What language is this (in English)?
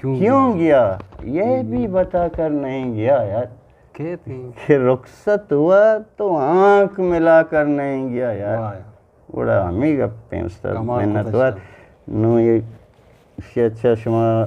Eastern Balochi